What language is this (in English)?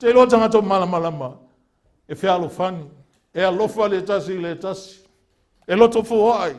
Samoan